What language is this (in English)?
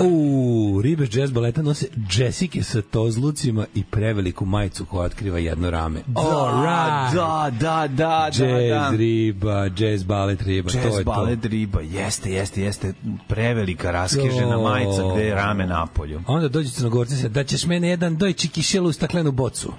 Serbian